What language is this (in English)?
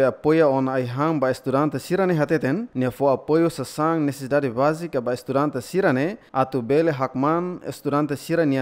Tetum